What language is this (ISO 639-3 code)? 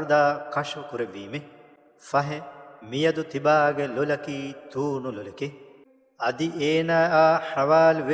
div